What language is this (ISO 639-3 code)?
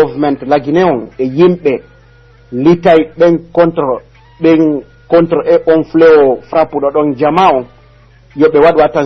fuf